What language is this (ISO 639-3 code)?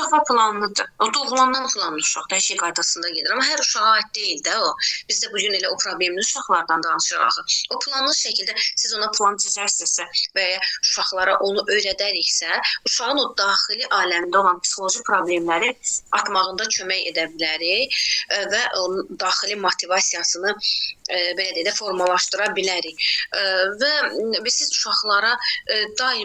aze